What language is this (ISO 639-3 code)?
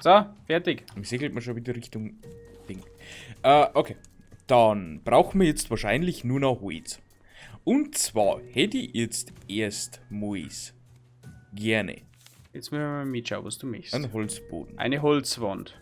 bar